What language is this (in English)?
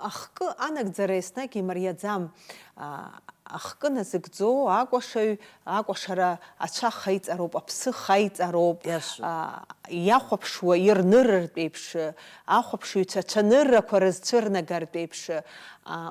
Abkhazian